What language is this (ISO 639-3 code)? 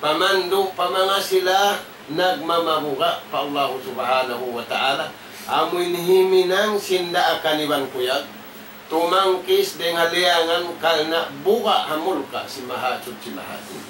tsg